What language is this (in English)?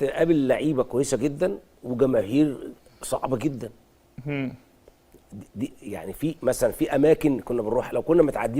Egyptian Arabic